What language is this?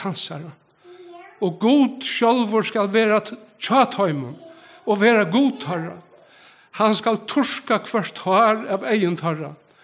Faroese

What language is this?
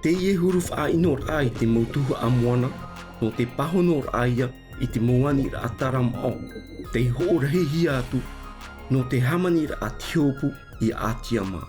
Tahitian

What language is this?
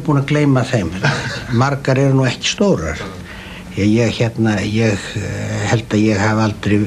Icelandic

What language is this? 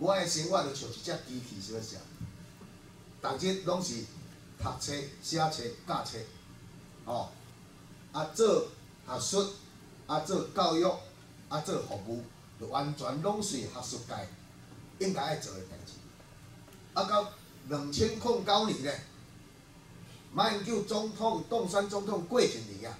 Min Nan Chinese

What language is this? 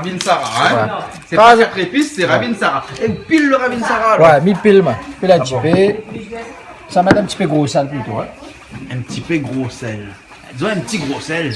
Réunion Creole French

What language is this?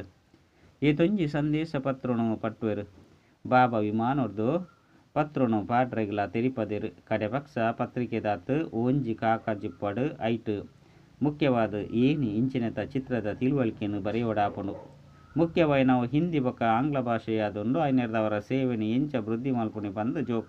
Tulu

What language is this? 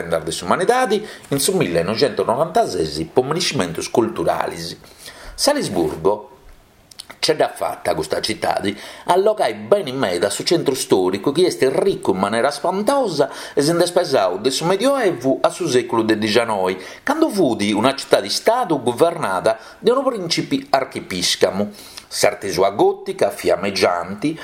Sardinian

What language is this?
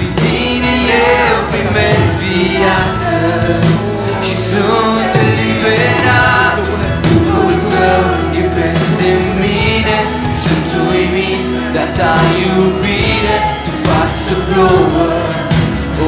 Romanian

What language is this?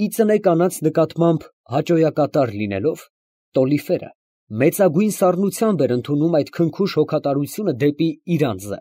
Armenian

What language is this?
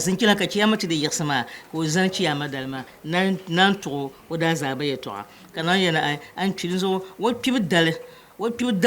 Dagbani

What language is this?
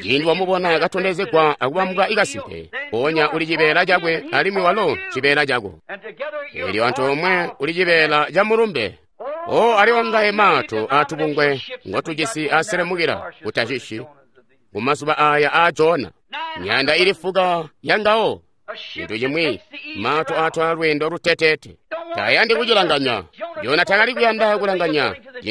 Tonga (Zambia)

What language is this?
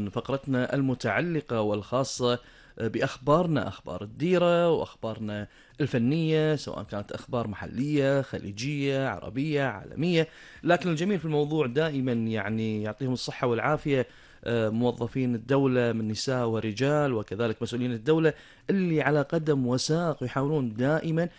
Gulf Arabic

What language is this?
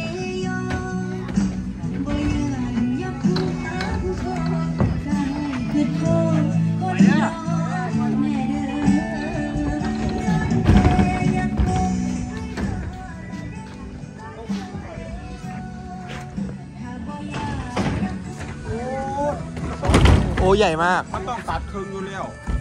Thai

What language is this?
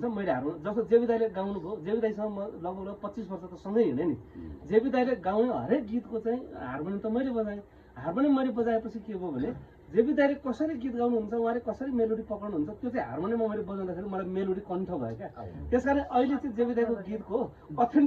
Nepali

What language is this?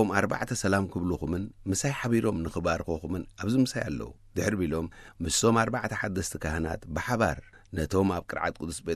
Tigrinya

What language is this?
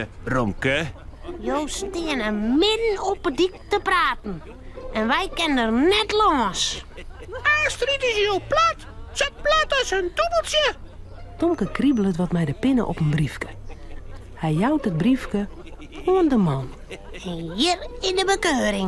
Western Frisian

